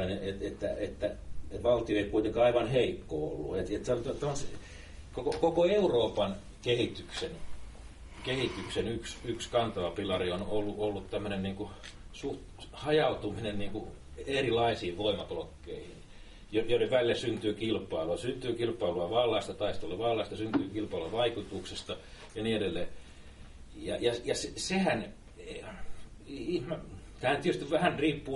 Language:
Finnish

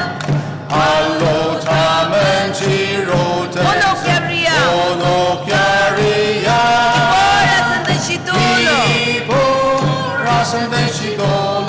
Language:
Ao Naga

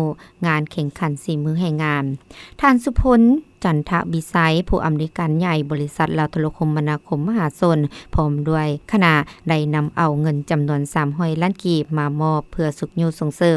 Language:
Lao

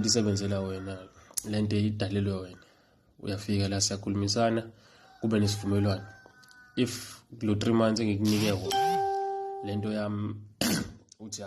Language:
Zulu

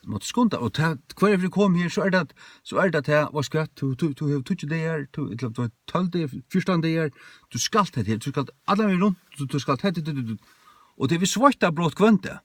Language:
Faroese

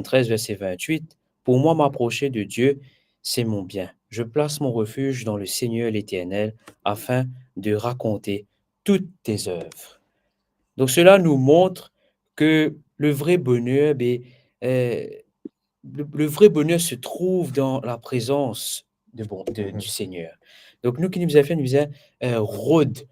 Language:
Morisyen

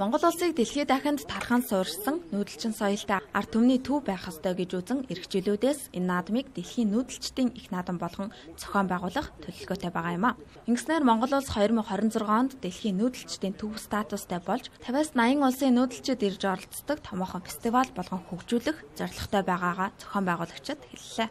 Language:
Mongolian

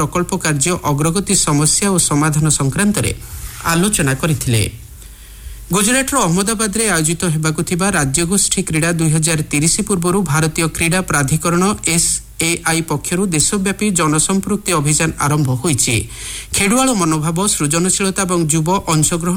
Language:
Odia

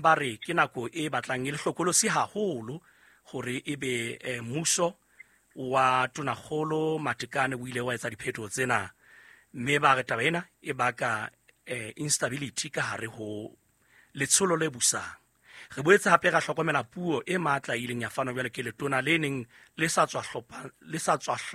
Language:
Southern Sotho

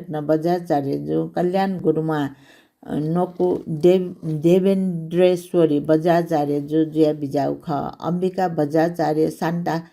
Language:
Newari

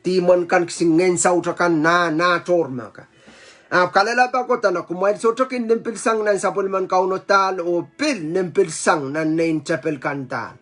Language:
Pohnpeian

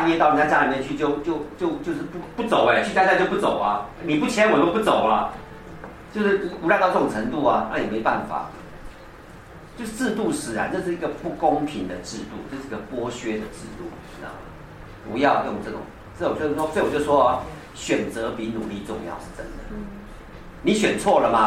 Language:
Chinese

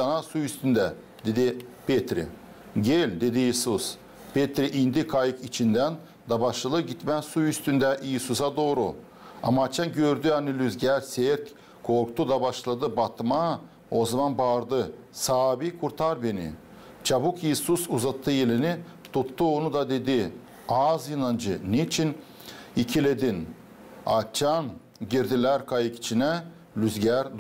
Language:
Gagauz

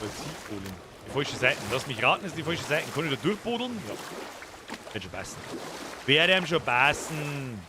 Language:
Bavarian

